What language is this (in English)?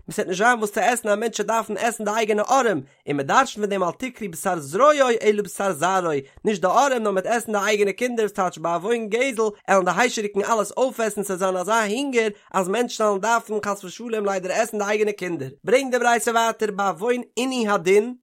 Yiddish